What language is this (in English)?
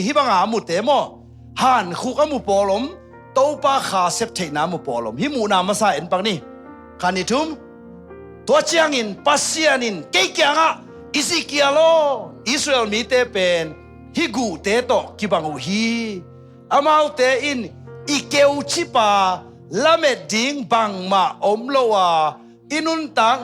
Tedim Chin